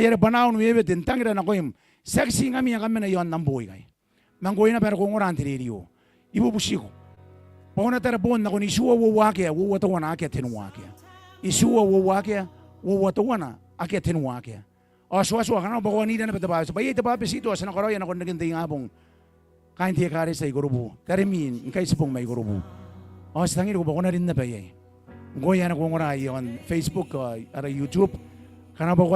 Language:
Gilbertese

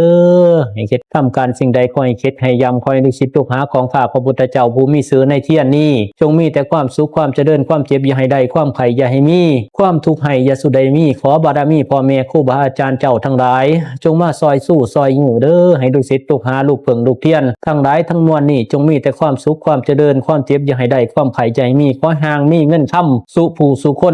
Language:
Pali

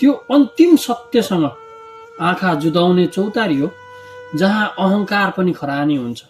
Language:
Nepali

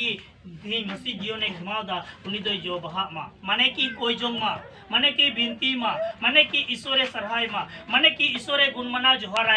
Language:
Santali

